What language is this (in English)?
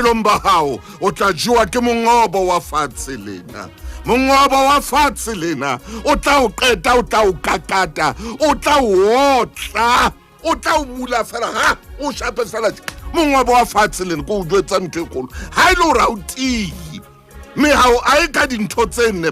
Southern Sotho